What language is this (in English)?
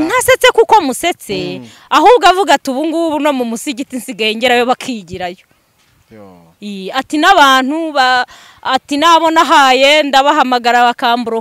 Kinyarwanda